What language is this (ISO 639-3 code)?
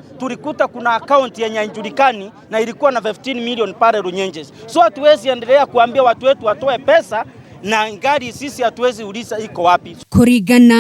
kik